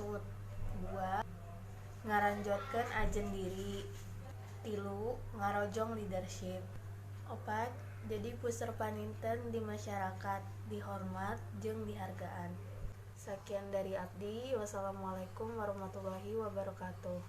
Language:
Sundanese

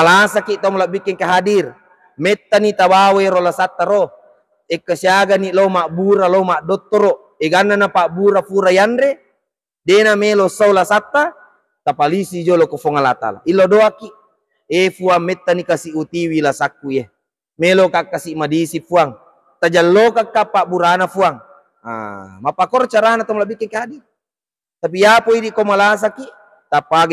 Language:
Buginese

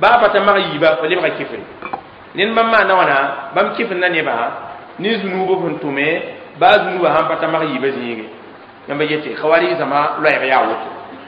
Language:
Mossi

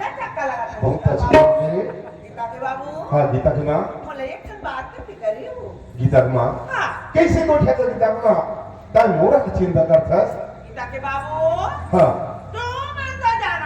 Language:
Chhattisgarhi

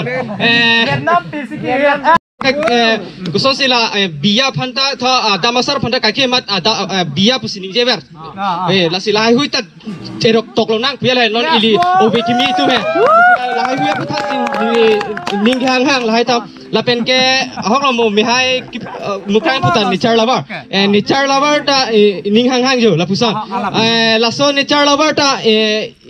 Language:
Karbi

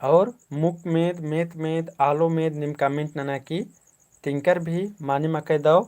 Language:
Kurukh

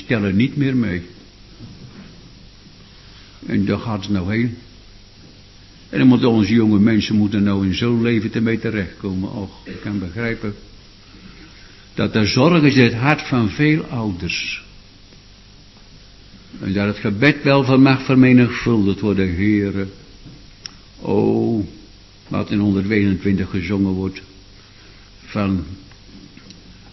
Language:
Dutch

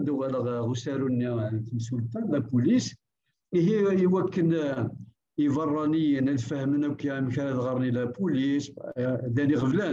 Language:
Kabyle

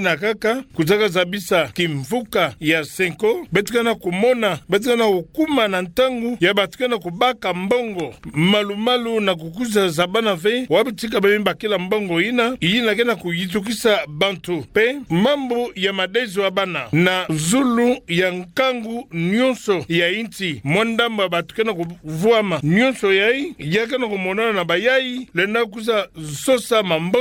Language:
Kituba (Democratic Republic of Congo)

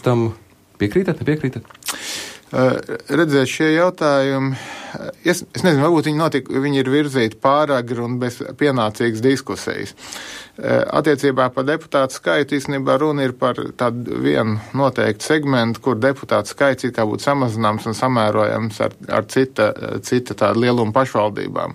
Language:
Latvian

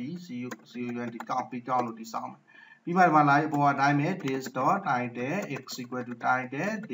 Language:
Burmese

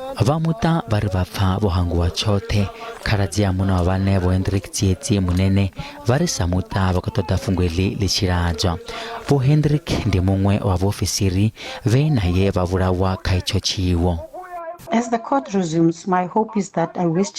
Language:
Venda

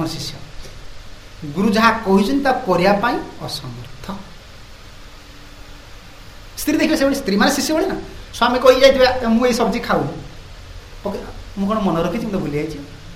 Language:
Odia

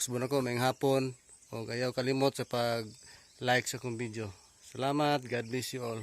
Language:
Cebuano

